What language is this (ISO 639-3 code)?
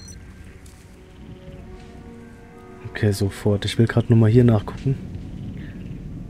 deu